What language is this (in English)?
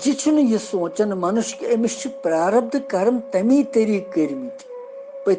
Kashmiri